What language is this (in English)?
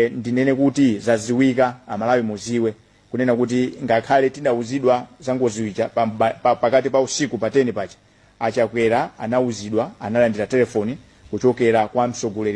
Nyanja